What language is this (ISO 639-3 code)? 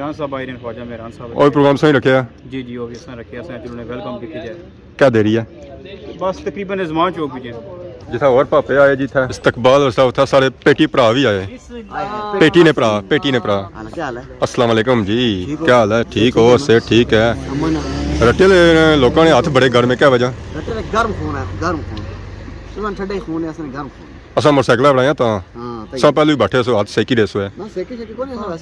phr